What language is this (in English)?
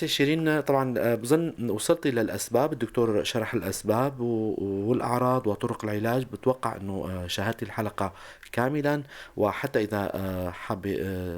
North Levantine Arabic